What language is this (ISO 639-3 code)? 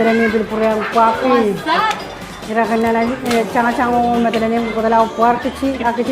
pon